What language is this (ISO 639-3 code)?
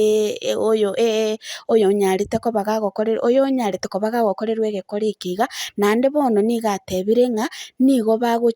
guz